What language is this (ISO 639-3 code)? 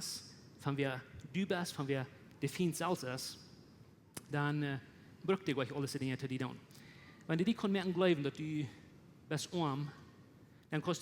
pdt